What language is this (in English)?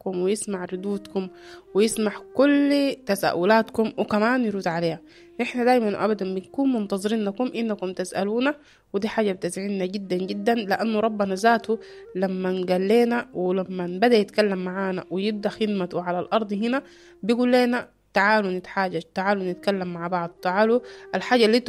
Sudanese Arabic